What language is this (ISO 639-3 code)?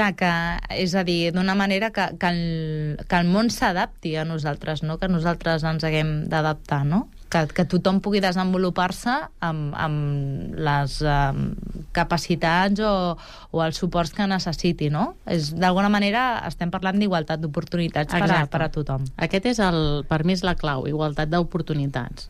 cat